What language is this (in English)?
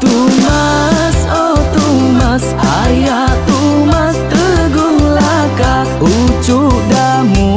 Iban